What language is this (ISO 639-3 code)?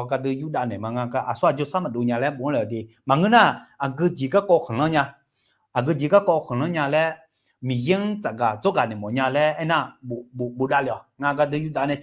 ahk